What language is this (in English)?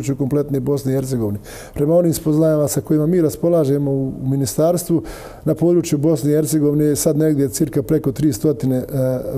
Bosnian